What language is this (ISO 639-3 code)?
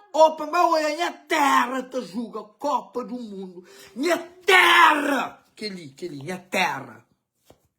kea